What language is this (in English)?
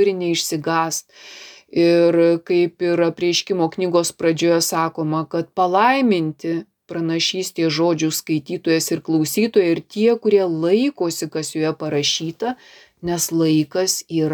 Lithuanian